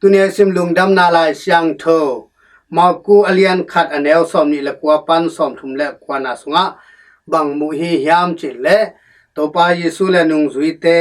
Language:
Tedim Chin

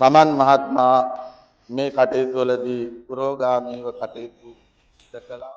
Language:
Sinhala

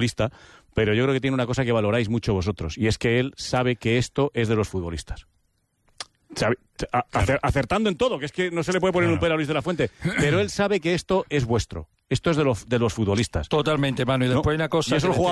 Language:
Spanish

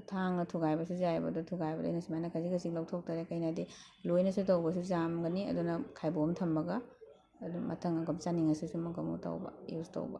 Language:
Manipuri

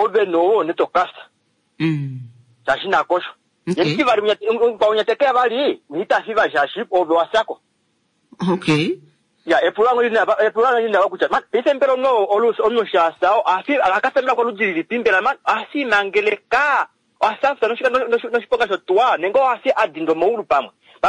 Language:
Kuanyama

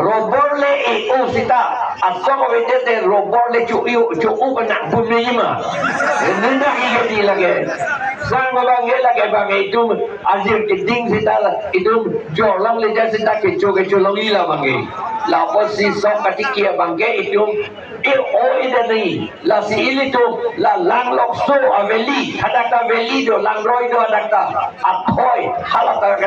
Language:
Karbi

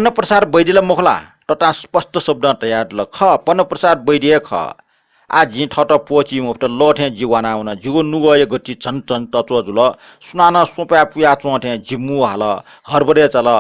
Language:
Newari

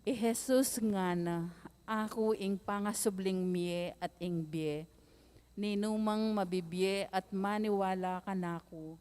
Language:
Pampanga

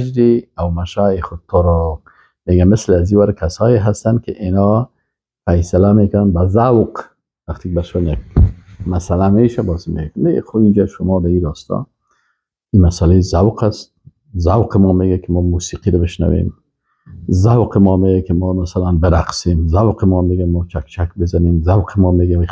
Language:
Persian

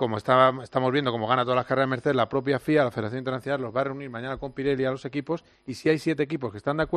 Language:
Spanish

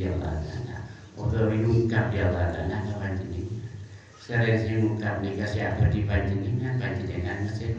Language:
Madurese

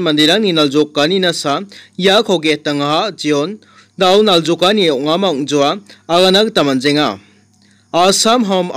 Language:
Garo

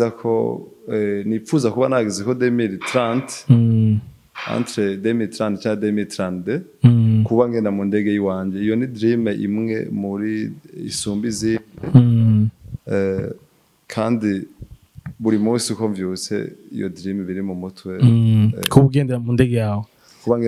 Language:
Rundi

